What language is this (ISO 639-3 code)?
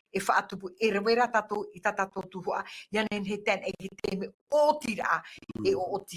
tah